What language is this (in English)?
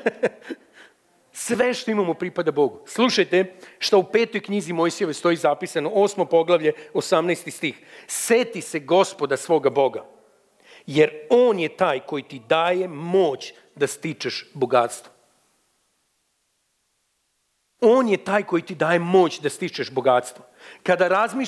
Serbian